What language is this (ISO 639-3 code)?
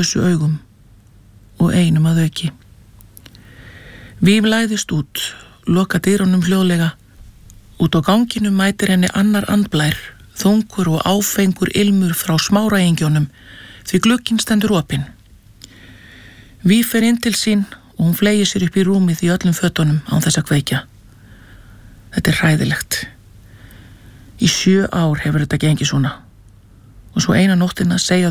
isl